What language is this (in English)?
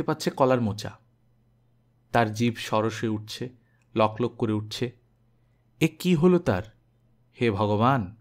Bangla